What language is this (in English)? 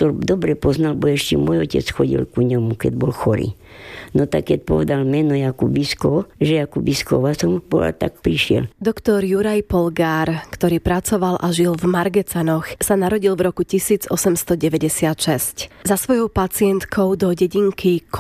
Slovak